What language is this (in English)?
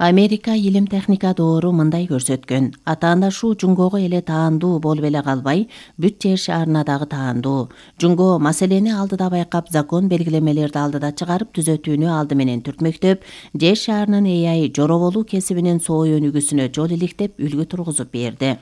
Kyrgyz